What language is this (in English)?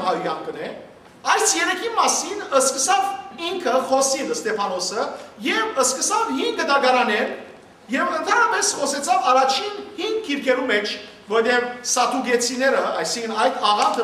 Western Armenian